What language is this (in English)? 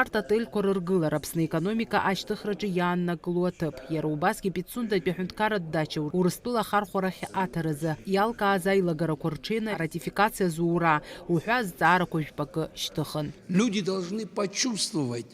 Abkhazian